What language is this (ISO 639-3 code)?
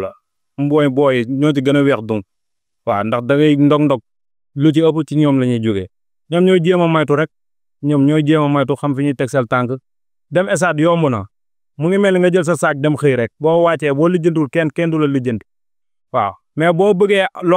wol